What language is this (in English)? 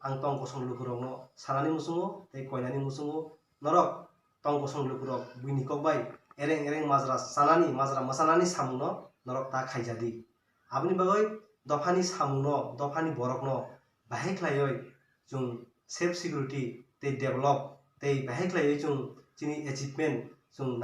Kok Borok